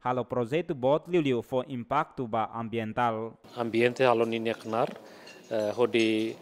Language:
Tetum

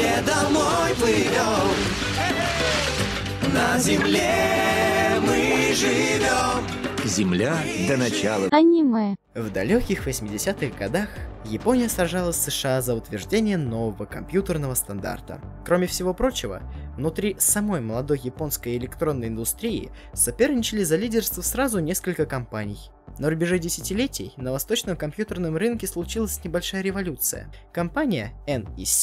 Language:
Russian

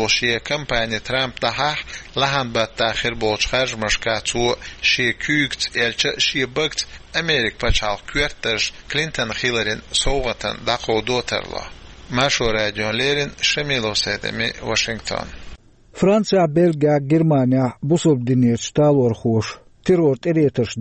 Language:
Chechen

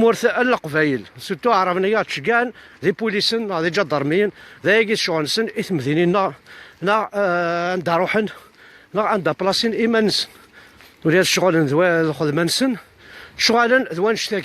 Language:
Kabyle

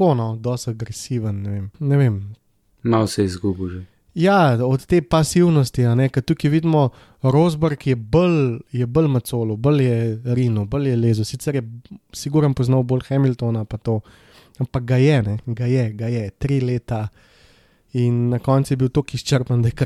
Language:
Slovenian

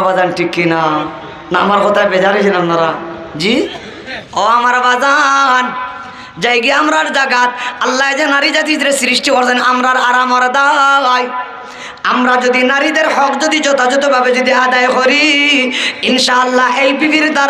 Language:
Sylheti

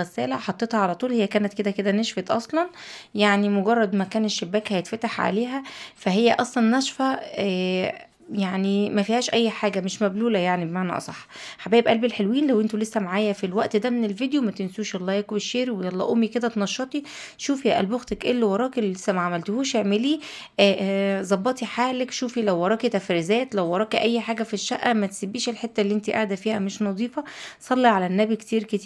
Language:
Egyptian Arabic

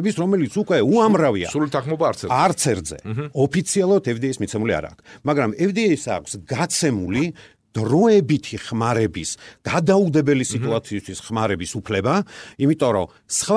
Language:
Georgian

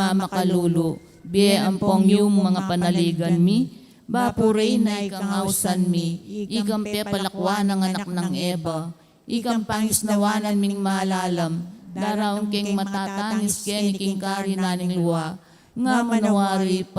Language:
Pampanga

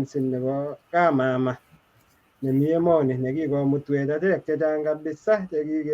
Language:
Kalenjin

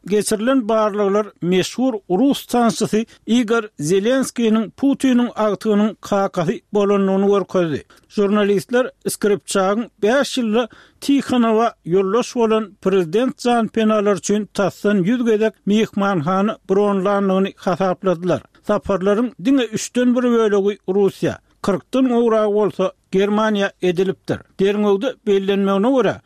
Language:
Turkmen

